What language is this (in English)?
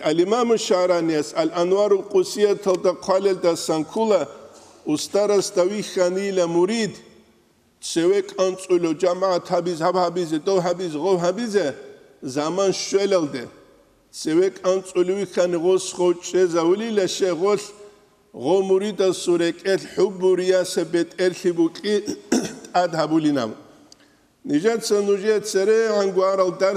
Avaric